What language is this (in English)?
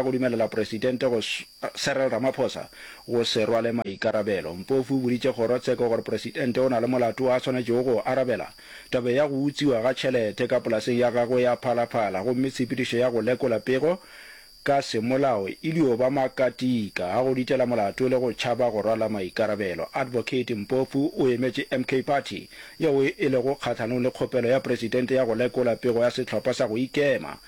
Northern Sotho